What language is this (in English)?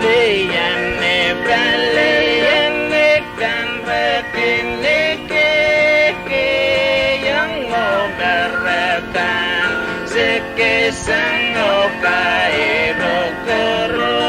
Pohnpeian